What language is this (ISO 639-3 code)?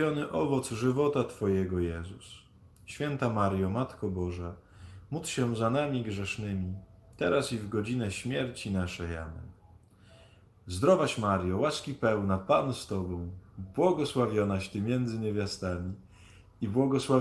pol